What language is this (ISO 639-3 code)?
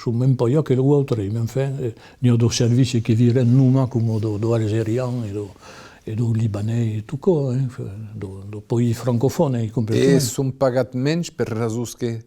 oci